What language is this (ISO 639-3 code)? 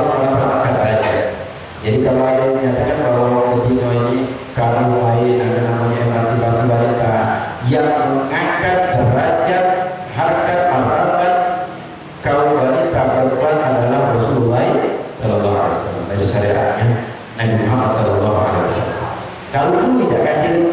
mui